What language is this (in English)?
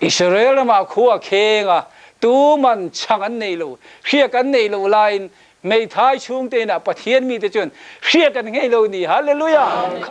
Mizo